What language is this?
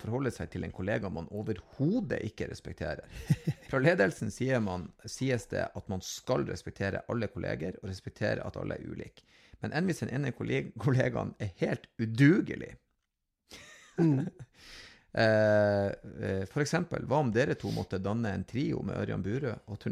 Norwegian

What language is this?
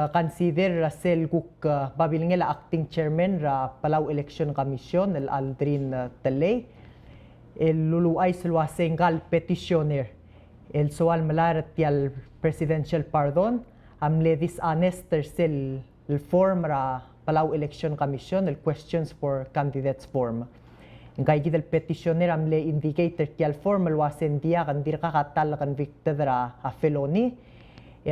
Palauan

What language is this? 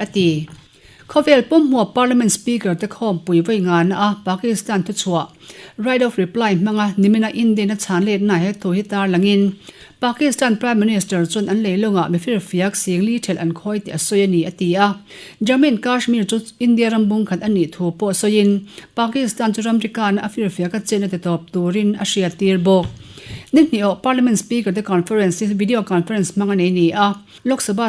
Mizo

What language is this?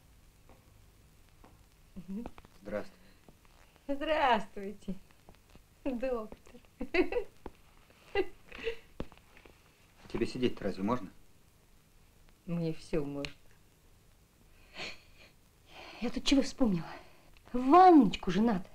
Russian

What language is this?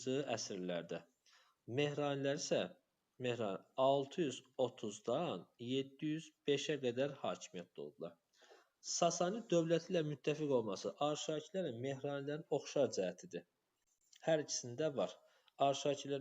Azerbaijani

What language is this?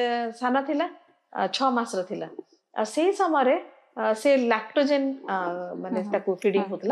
Odia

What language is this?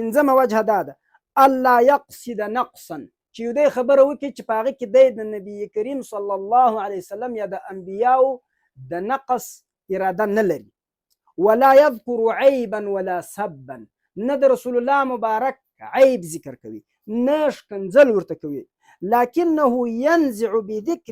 Pashto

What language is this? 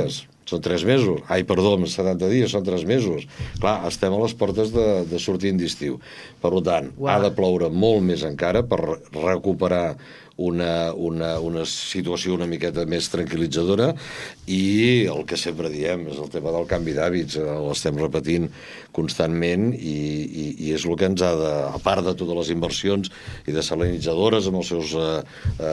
Catalan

